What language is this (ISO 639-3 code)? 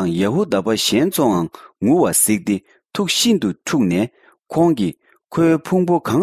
bod